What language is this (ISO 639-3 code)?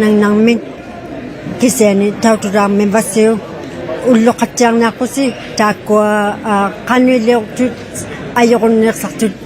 iku